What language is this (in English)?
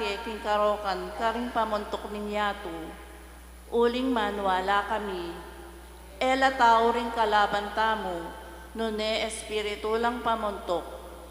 Pampanga